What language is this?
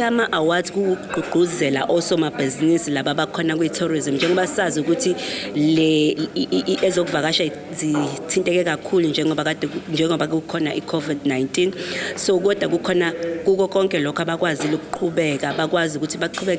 Zulu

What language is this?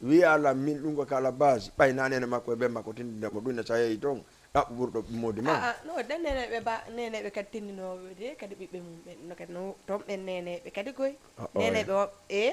Fula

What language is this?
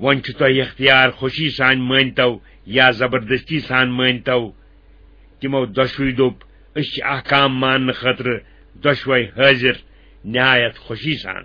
Kashmiri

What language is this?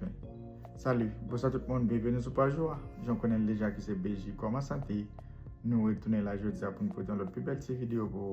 Haitian Creole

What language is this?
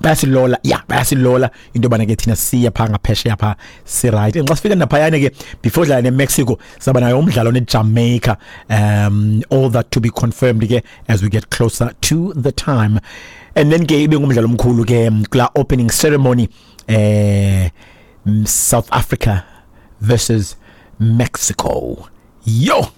Xhosa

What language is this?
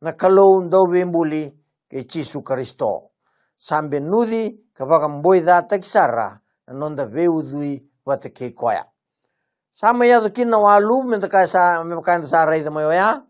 Fijian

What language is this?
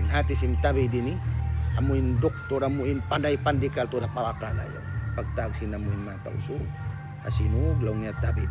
Tausug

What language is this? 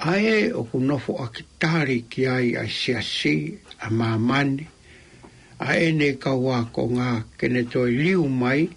Tongan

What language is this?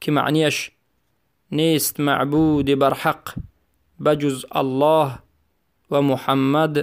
Tajik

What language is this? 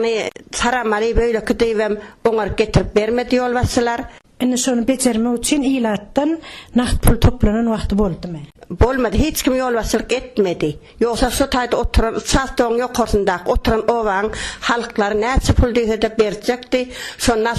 Turkmen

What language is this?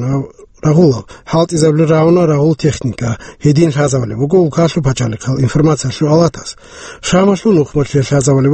Avaric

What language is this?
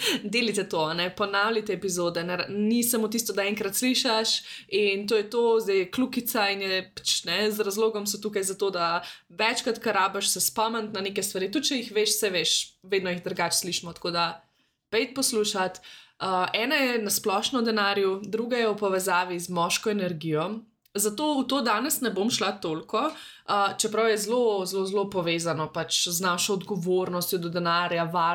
Slovenian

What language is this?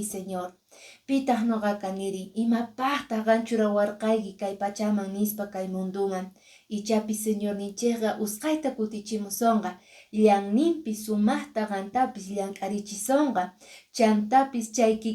Quechua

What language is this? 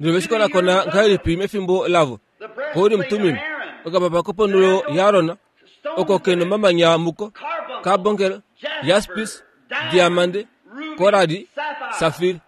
Kuanyama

